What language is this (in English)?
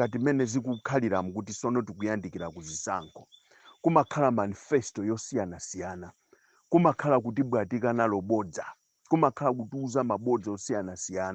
Nyanja